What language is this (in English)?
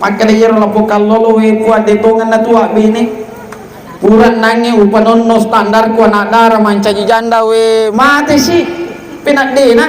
Buginese